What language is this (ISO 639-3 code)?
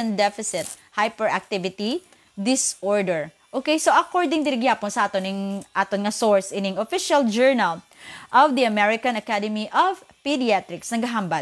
hil